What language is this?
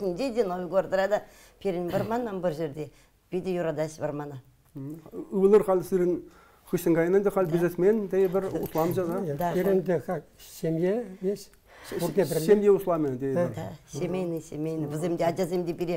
Chuvash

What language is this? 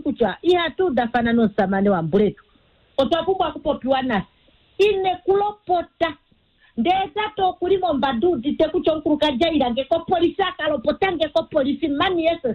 Kuanyama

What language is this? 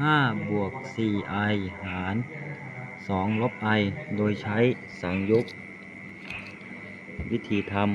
Lao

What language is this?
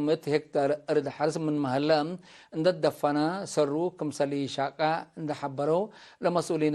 Tigre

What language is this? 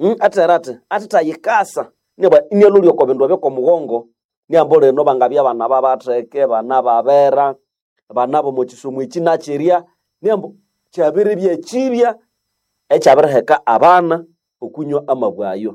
Nande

